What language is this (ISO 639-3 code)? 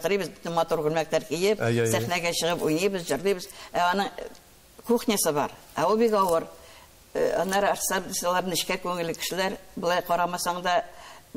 tat